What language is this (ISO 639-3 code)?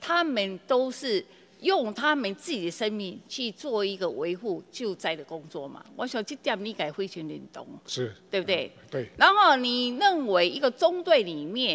zho